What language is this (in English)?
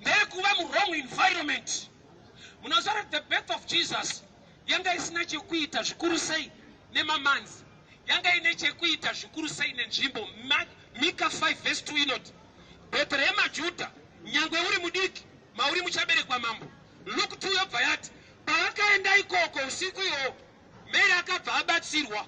Shona